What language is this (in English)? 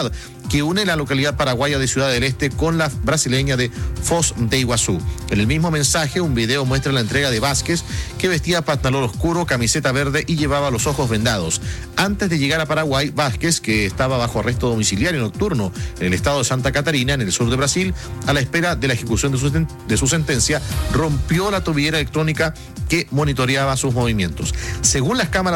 Spanish